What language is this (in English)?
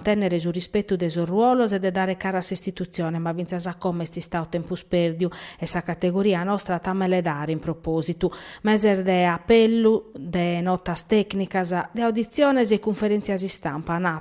Sardinian